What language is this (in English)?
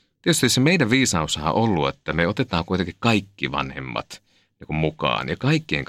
Finnish